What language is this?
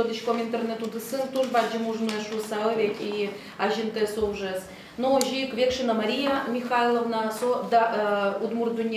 Udmurt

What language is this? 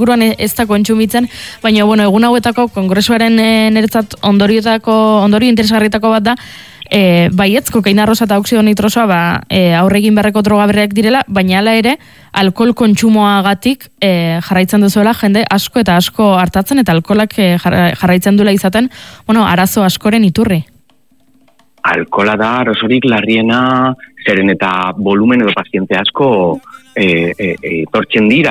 Basque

